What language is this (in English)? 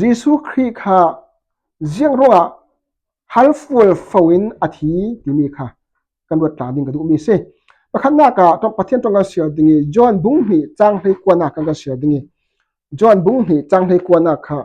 Falam Chin